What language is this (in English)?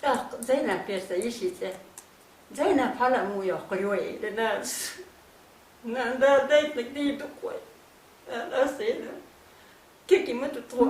Chechen